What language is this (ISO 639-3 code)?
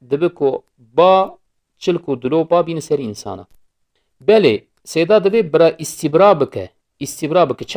kur